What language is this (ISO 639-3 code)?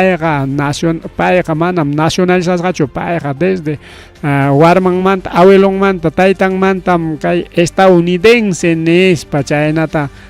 quy